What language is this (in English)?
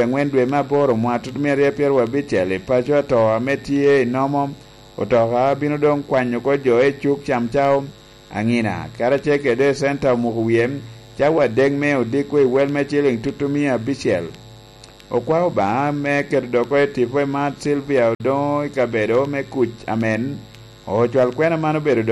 Lango (Uganda)